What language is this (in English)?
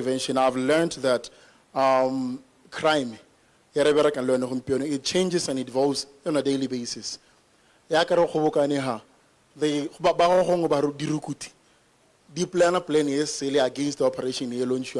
Tswana